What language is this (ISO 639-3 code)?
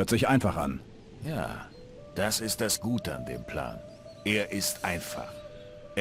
bar